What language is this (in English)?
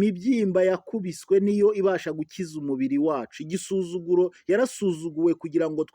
Kinyarwanda